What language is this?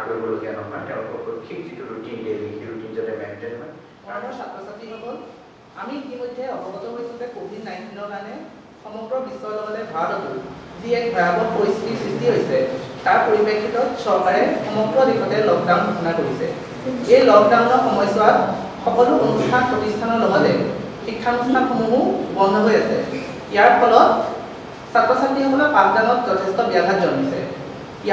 Assamese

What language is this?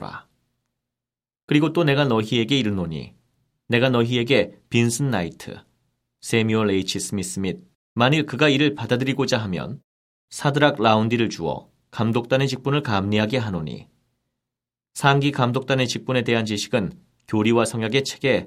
Korean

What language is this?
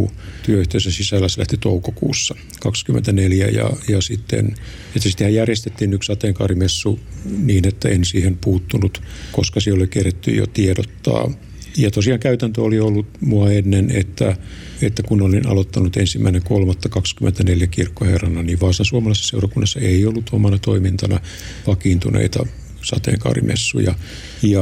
Finnish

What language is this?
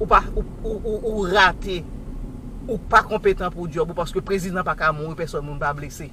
Haitian Creole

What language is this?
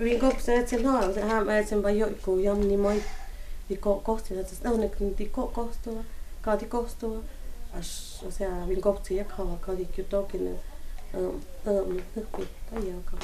Totontepec Mixe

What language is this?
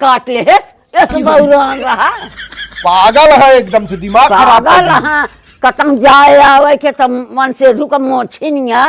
Awadhi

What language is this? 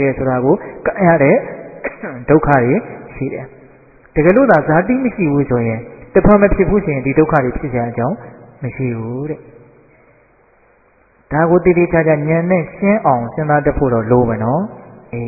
Burmese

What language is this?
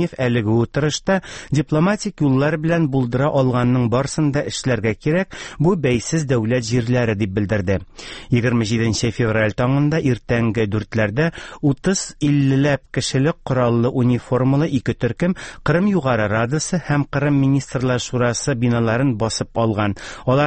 Tatar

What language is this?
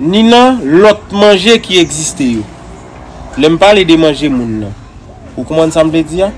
Haitian Creole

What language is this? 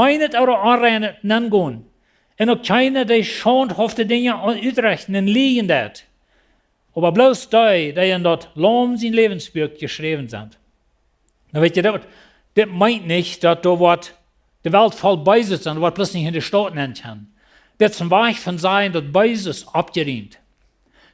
Plautdietsch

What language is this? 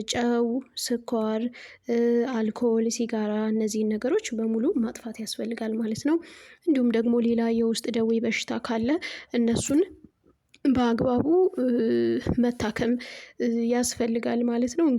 Amharic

